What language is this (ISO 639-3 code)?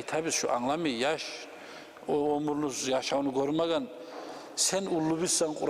kum